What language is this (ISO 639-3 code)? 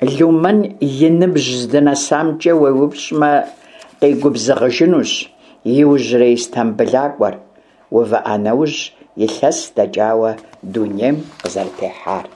kbd